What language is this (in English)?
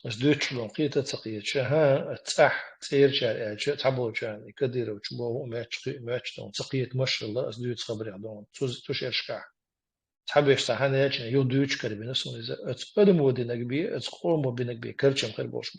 Chechen